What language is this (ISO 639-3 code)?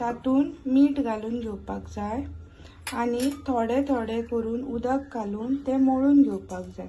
kok